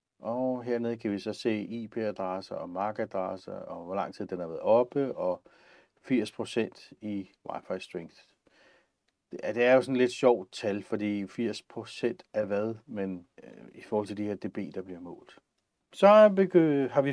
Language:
Danish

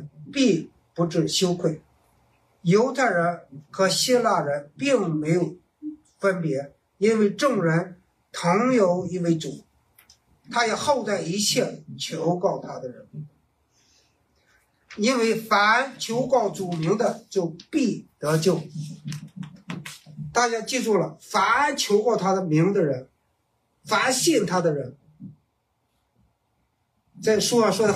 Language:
Chinese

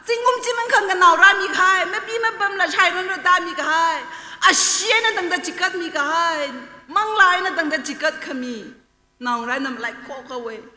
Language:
Tangkhul Naga (India)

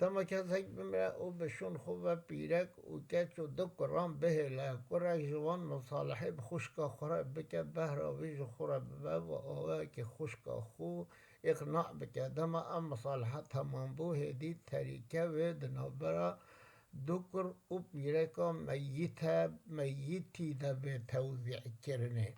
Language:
Kurdish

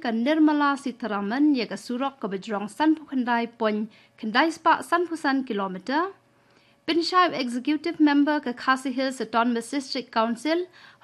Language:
Khasi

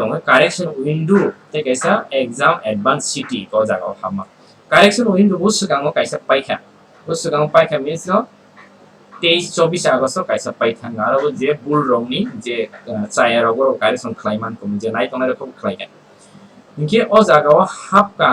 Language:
Kok Borok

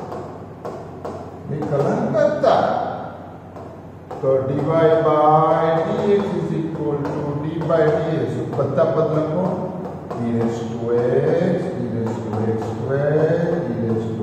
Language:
Gujarati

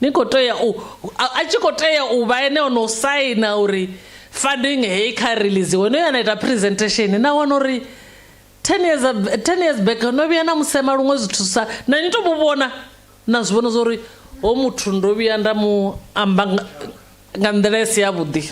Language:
Venda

